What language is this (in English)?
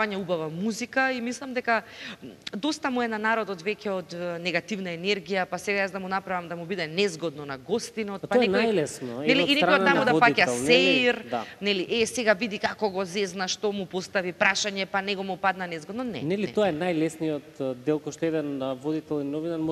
Macedonian